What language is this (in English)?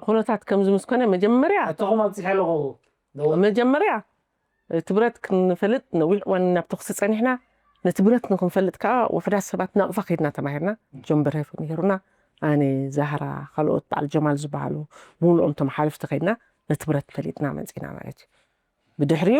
Tigrinya